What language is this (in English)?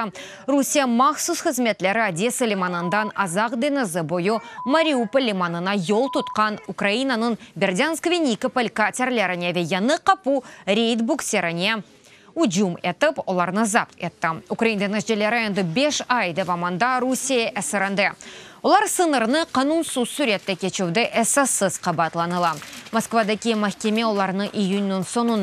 Crimean Tatar